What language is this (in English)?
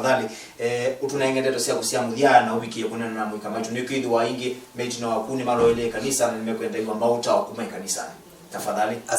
Kamba